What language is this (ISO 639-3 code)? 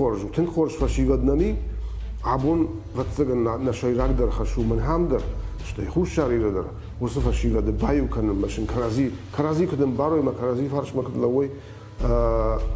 oss